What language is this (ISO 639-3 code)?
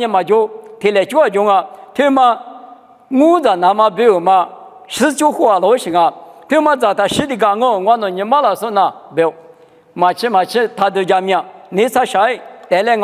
lis